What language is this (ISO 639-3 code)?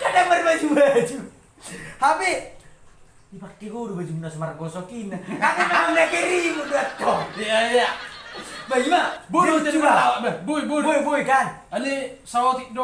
bbc